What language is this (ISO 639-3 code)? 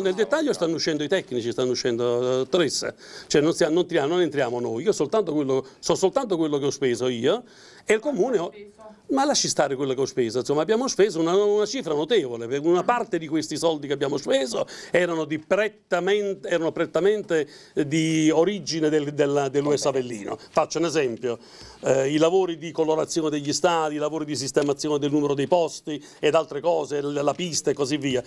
ita